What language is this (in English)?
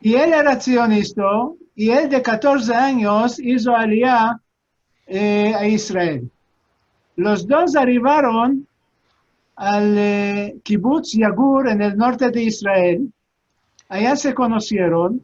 Ladino